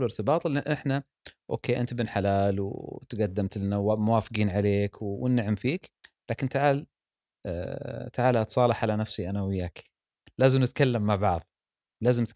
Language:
Gulf Arabic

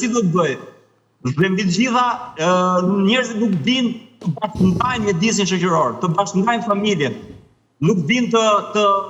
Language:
Albanian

